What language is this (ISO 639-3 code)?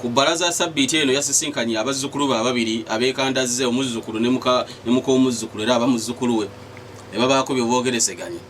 lug